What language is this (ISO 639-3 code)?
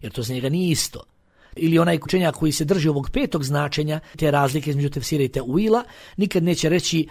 bos